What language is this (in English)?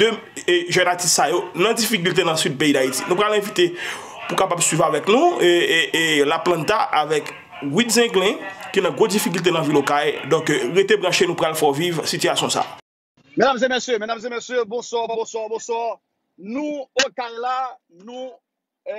Haitian Creole